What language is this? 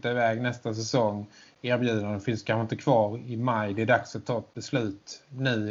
Swedish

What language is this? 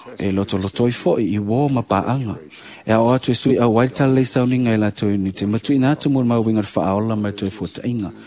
Samoan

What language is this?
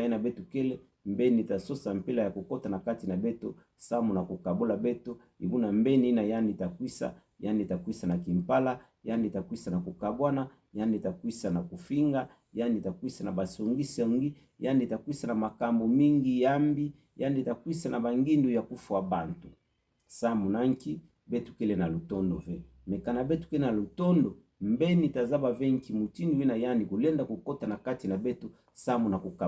Kituba (Democratic Republic of Congo)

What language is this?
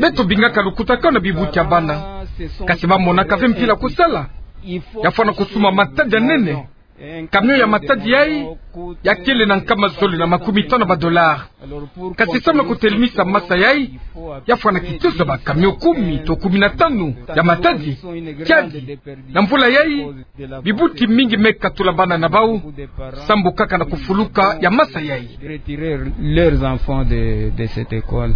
Kituba (Democratic Republic of Congo)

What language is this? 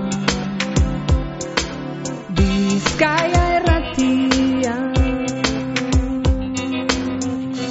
Basque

